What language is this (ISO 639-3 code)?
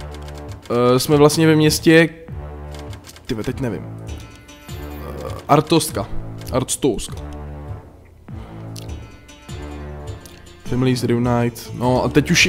ces